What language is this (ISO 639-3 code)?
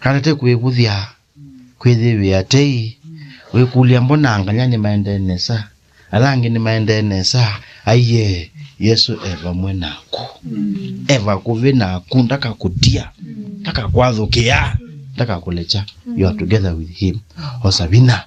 kam